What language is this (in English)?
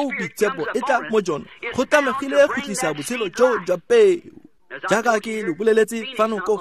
Tswana